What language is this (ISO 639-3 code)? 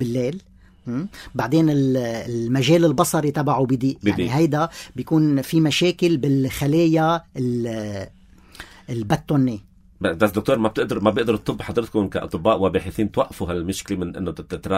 apc